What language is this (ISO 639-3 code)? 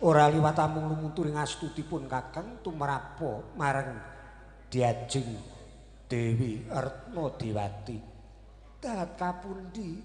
jav